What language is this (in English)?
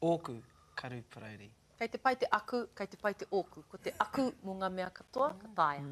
Māori